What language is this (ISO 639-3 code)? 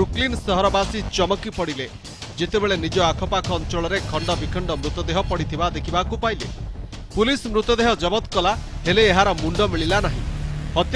ori